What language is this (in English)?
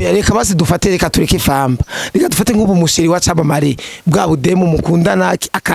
Rundi